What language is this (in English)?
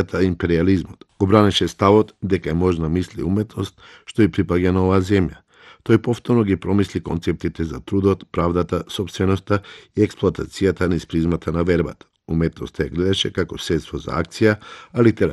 Macedonian